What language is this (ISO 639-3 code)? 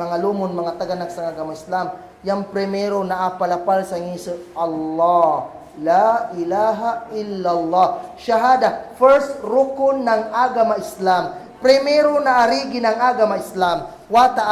kll